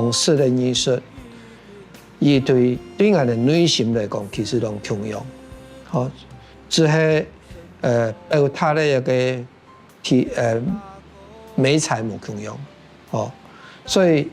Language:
Hakka Chinese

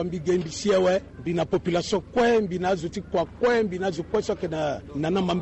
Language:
Sango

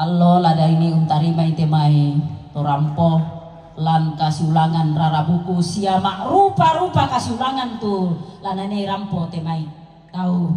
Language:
Toraja-Sa'dan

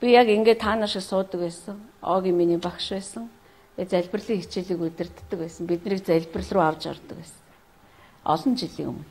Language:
Mongolian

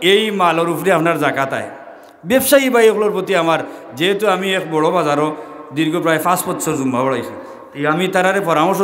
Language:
Sylheti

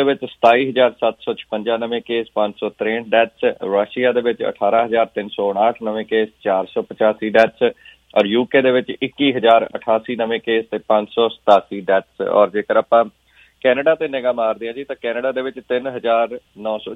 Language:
Punjabi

